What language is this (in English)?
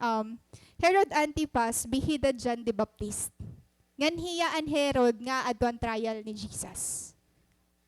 Waray